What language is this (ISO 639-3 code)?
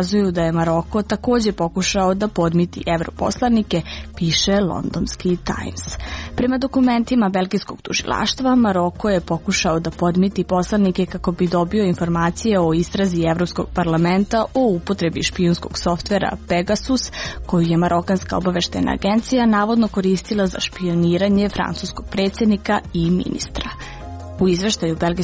srp